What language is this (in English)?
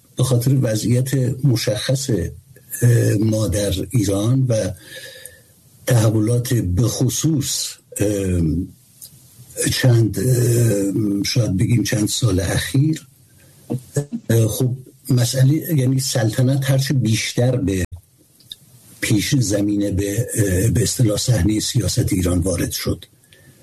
Persian